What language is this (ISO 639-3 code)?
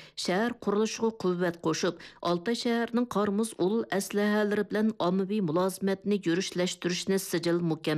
uig